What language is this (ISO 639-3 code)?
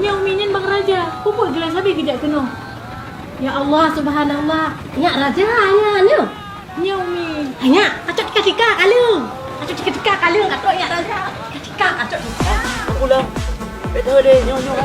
ace